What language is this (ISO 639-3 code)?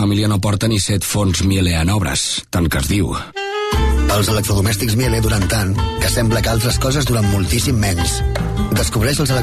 cat